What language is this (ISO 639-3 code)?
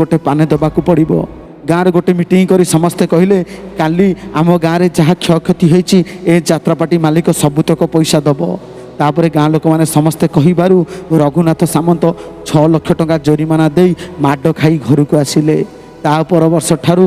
ori